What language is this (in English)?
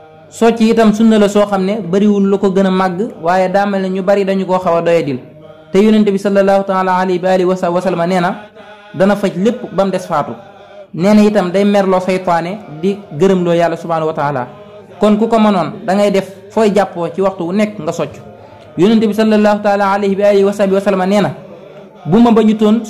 Wolof